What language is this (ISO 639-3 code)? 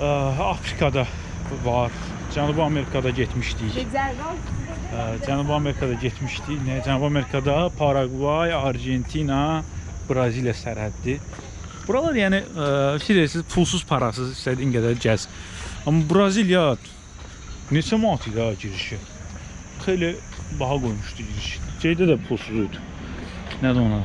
aze